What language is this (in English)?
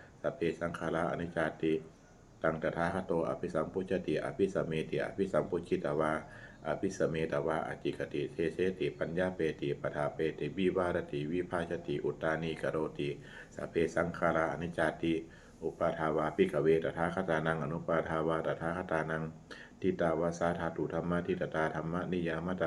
Pali